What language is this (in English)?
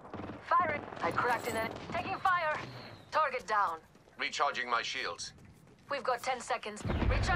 English